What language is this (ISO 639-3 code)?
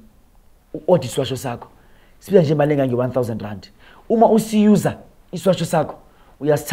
zul